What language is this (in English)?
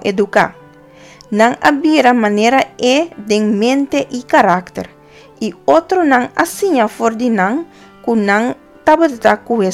Papiamento